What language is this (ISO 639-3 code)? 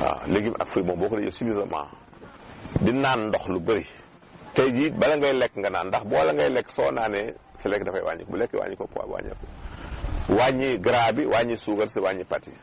wol